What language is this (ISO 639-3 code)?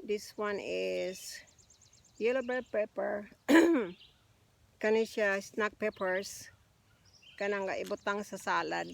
ceb